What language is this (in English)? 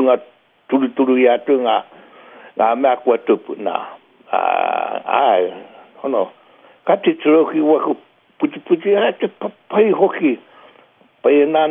Māori